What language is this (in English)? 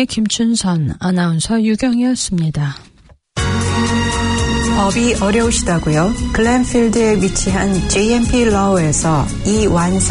Korean